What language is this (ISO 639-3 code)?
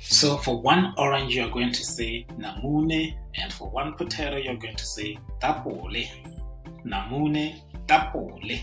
tsn